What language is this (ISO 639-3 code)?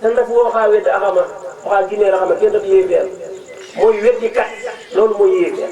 wol